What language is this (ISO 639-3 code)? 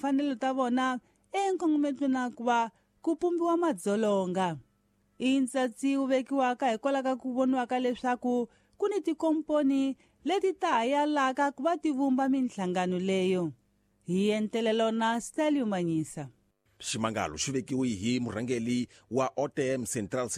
tso